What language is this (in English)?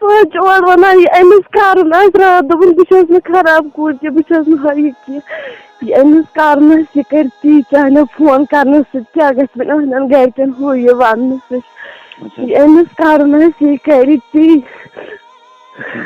Kashmiri